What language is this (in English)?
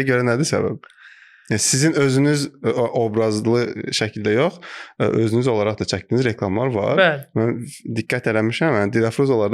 Azerbaijani